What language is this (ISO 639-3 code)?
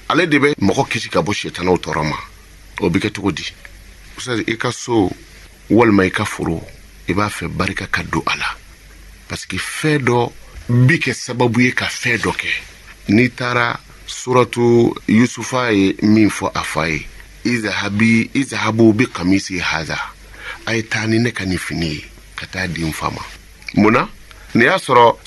bam